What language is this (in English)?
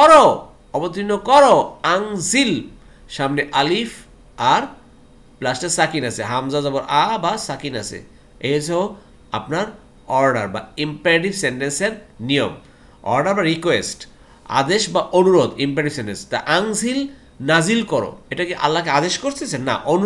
Bangla